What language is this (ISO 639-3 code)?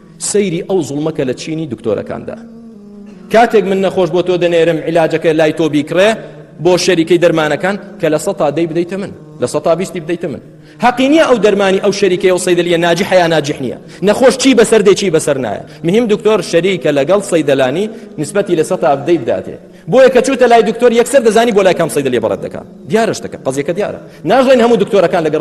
ckb